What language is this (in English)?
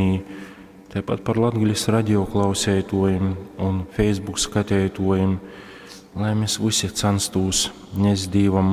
Latgalian